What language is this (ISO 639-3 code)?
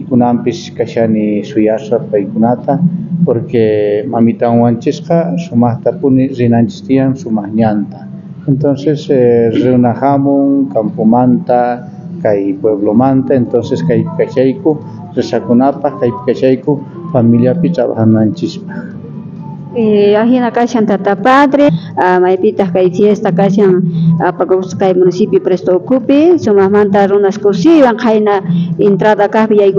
quh